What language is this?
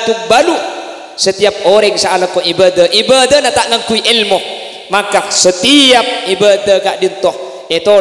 Madurese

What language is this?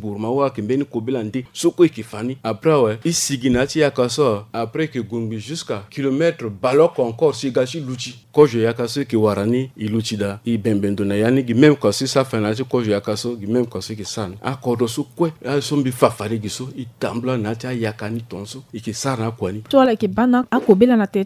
Sango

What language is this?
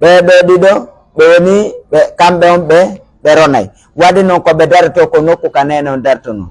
Pular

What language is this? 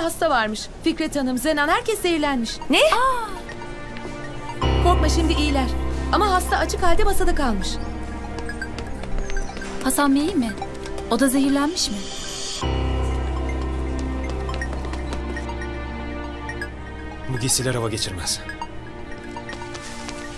Turkish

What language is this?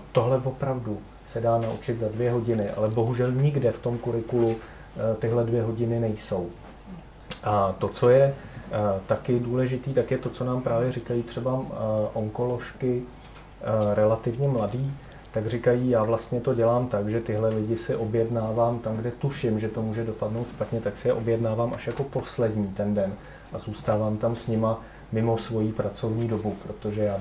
Czech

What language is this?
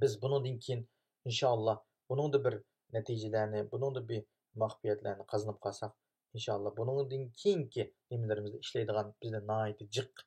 Uyghur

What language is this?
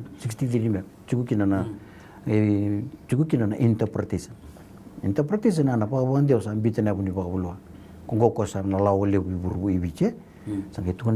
Fijian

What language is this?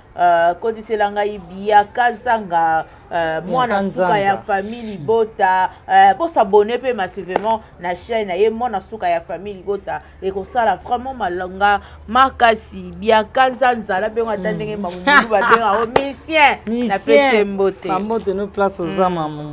Lingala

